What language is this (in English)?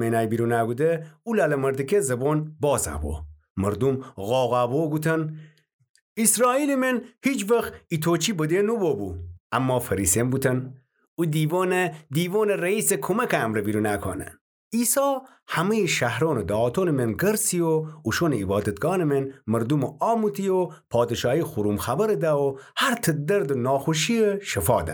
Gilaki